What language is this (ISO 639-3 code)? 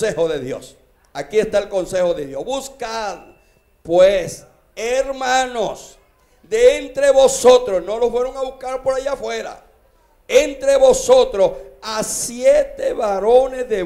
spa